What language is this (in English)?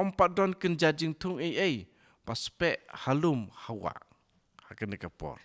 Khasi